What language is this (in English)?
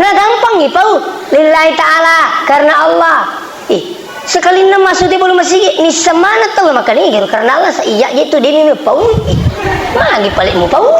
Buginese